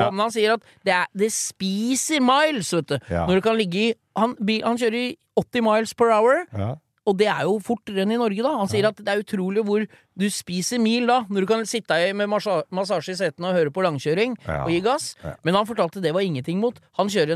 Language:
Norwegian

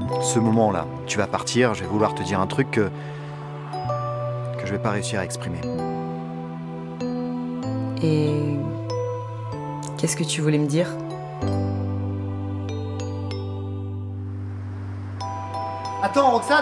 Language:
French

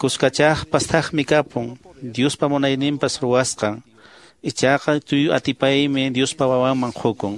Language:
Quechua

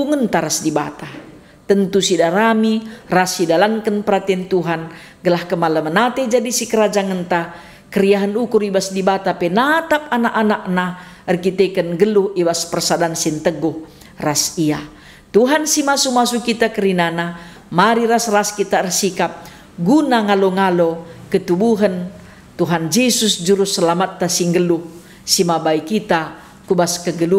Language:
Batak Karo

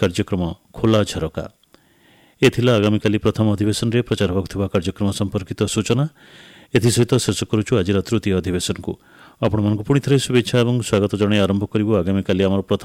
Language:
Odia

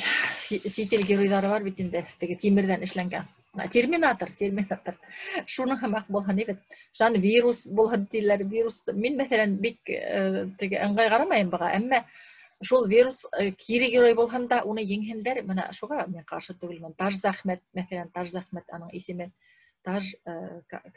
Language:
Bashkir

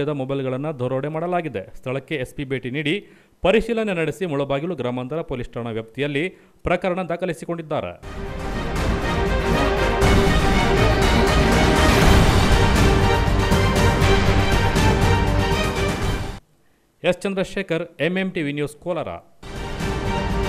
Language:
Kannada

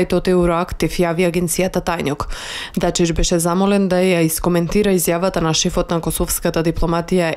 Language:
Macedonian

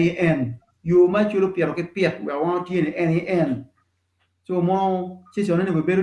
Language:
Acoli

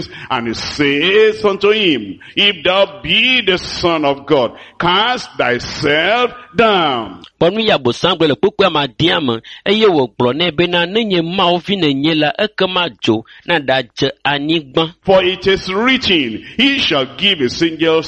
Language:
Ewe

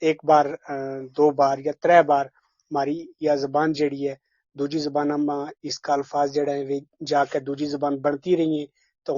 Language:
Gujari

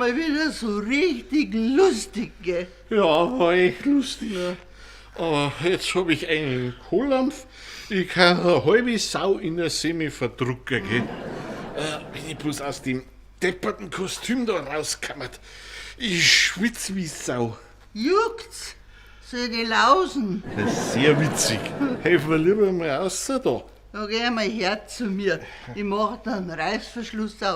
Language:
Bavarian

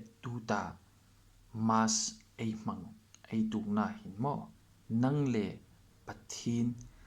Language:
Hmar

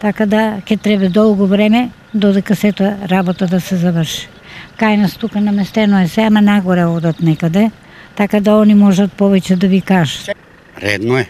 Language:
Macedonian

